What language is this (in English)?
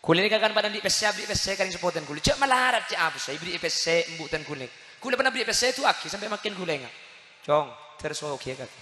Madurese